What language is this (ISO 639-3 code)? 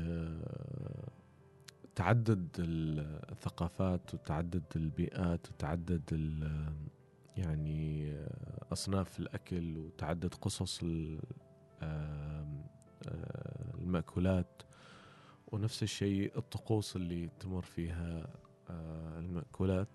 afb